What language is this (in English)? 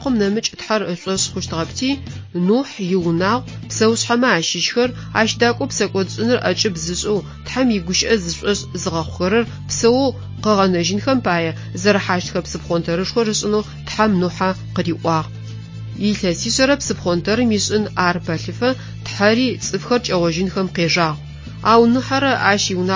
Adyghe